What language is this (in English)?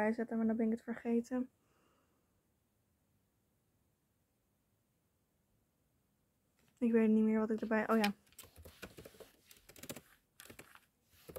Dutch